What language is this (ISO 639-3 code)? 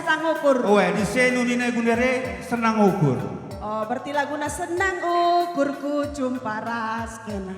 btx